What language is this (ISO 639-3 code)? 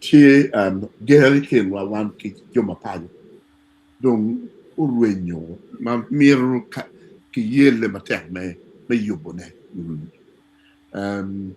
ach